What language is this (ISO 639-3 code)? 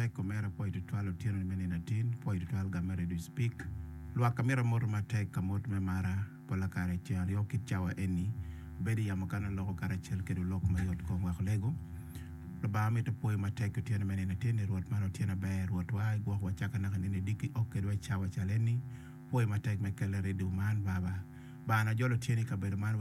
ach